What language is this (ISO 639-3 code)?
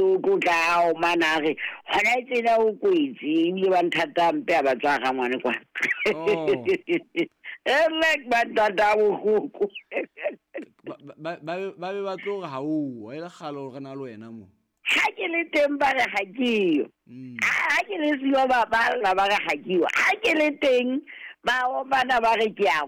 sot